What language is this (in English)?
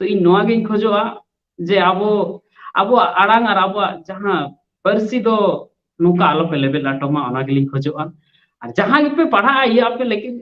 Santali